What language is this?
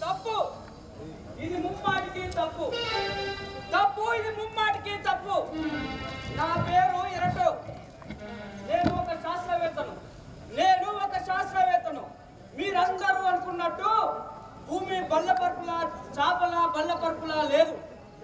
Telugu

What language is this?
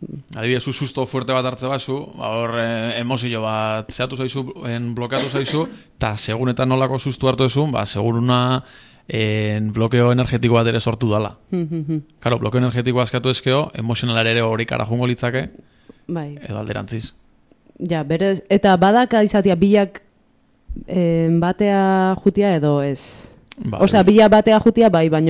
Basque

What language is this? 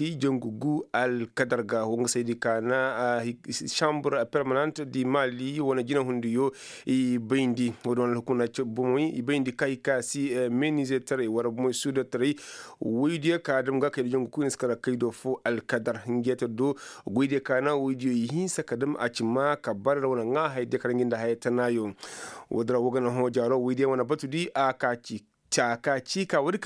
Koyraboro Senni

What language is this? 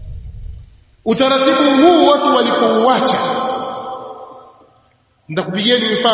Swahili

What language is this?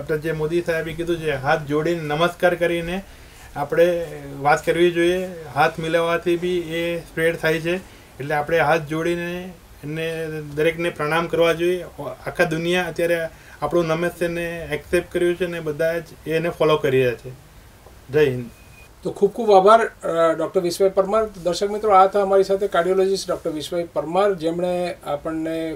Gujarati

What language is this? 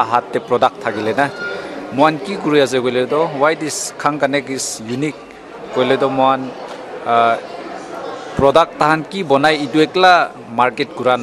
Naga Pidgin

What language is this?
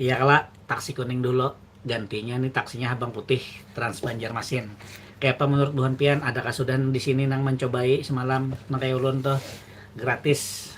Banjar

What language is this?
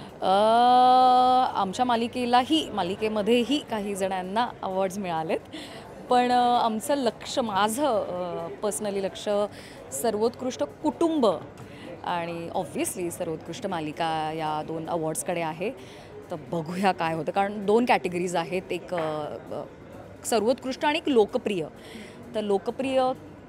Marathi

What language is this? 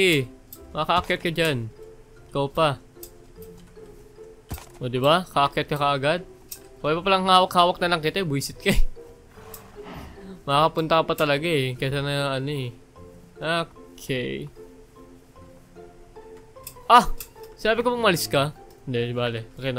Filipino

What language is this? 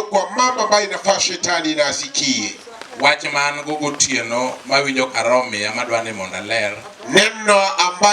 Luo (Kenya and Tanzania)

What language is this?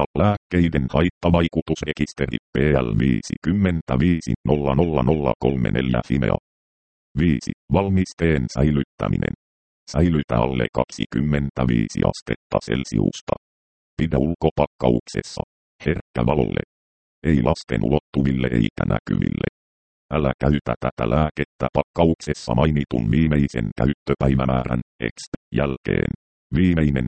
Finnish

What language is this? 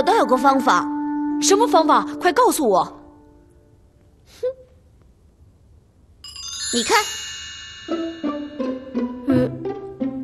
Chinese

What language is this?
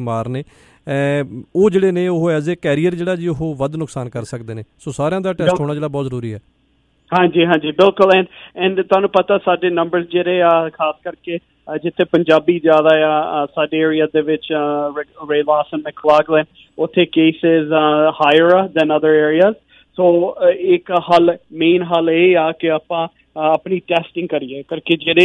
Punjabi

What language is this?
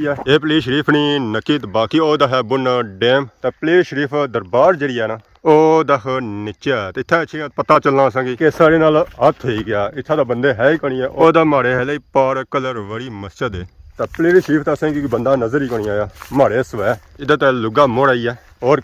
Pahari-Potwari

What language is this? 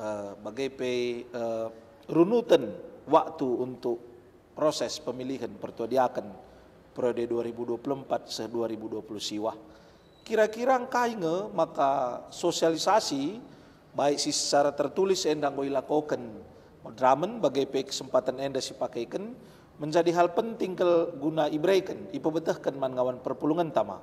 Batak Karo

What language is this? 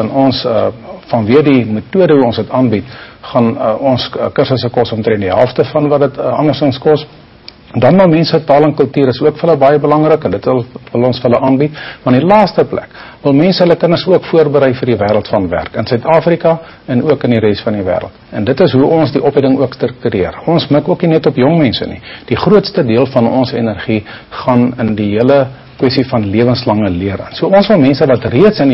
Afrikaans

